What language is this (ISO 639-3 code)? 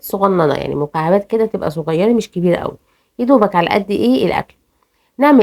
arz